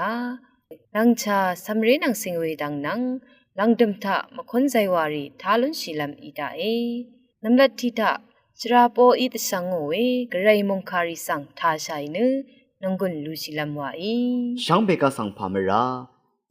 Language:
Rawang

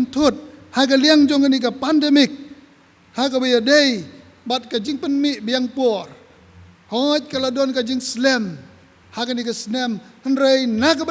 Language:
Khasi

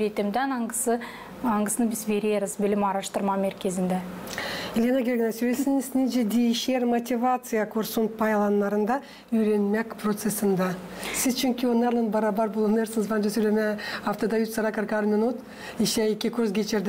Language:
Gagauz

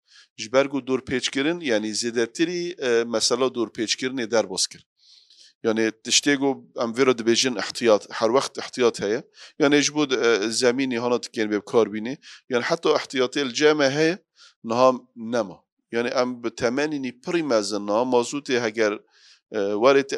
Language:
Kurdish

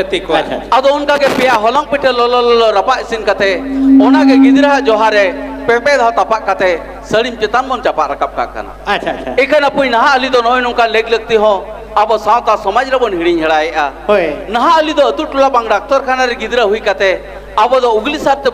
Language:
Santali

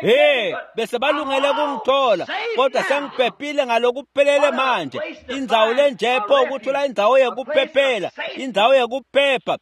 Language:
Swati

